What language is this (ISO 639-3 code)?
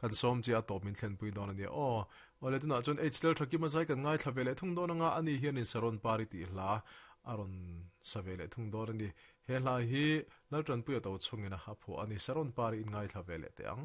lus